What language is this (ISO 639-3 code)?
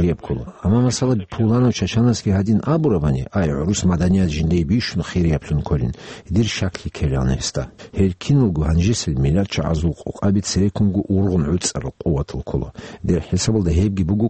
ava